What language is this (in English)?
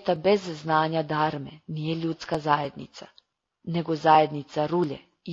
Serbian